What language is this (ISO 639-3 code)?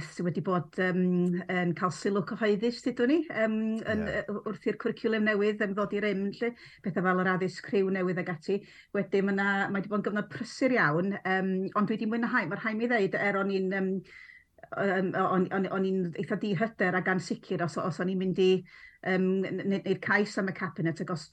cym